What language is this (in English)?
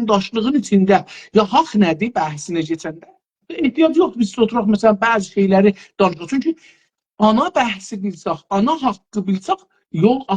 South Azerbaijani